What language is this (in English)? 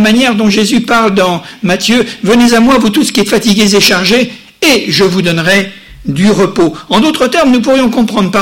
French